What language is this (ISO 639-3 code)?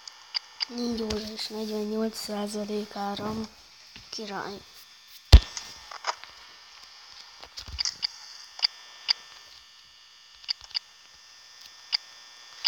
hun